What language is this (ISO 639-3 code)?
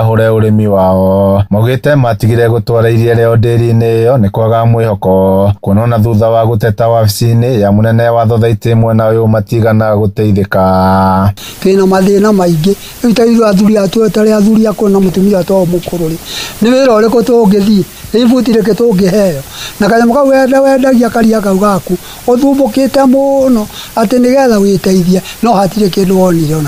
kik